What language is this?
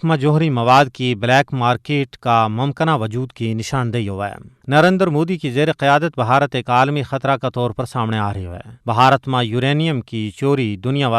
Gujari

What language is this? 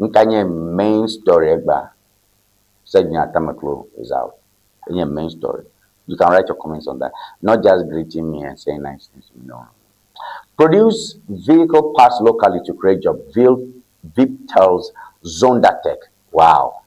Ewe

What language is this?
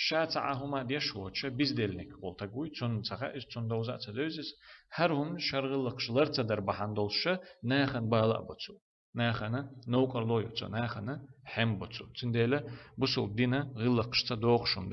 Chechen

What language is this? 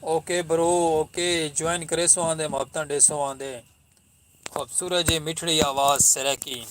Saraiki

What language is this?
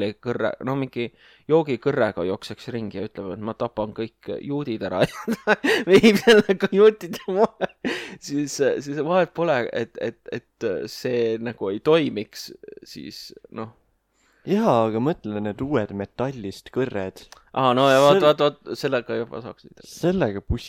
Estonian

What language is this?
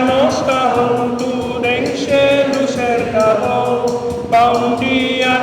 Papiamento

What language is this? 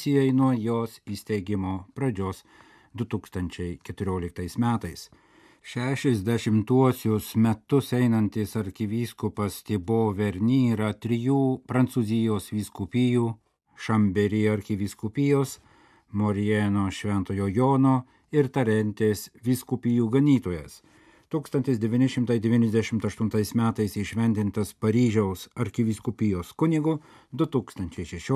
Lithuanian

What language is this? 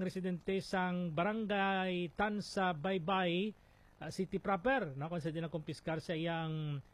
Hiligaynon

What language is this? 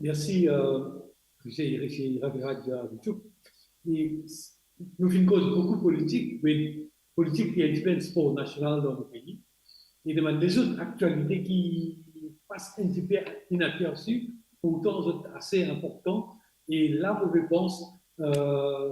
Morisyen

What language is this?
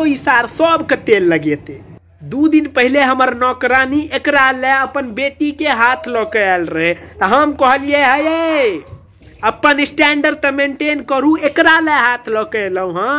Maithili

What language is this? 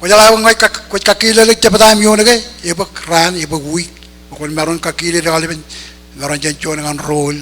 Marshallese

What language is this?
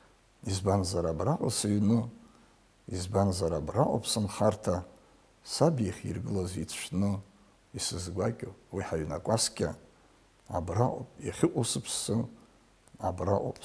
Abkhazian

